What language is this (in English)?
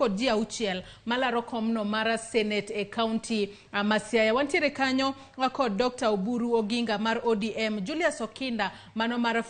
Luo (Kenya and Tanzania)